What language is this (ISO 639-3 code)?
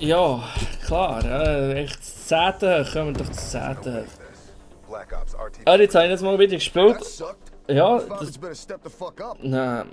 gsw